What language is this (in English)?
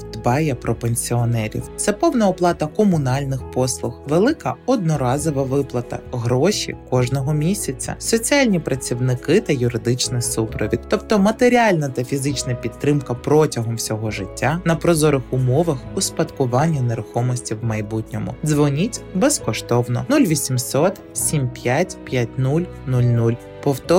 Ukrainian